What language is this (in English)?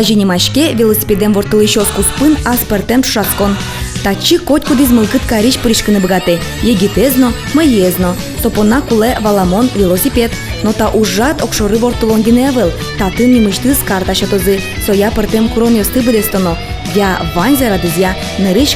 Udmurt